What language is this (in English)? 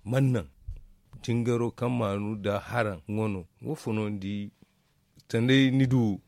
Zarma